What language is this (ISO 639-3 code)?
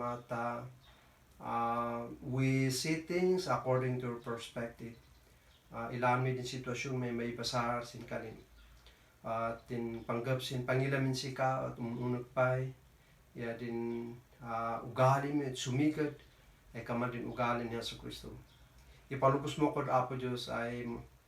kne